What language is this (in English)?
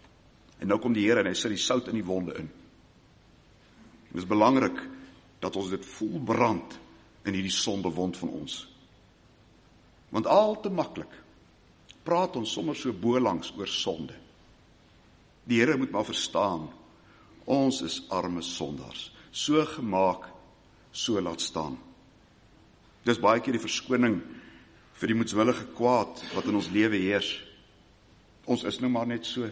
Afrikaans